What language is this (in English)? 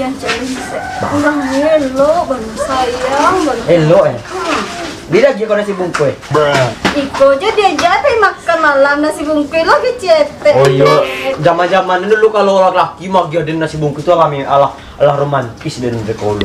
Minangkabau